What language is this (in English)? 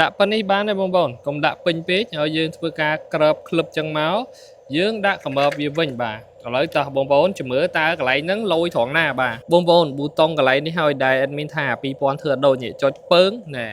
Khmer